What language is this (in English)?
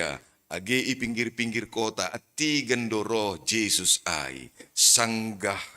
Batak Simalungun